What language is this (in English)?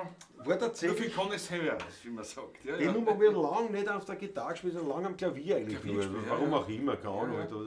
Bavarian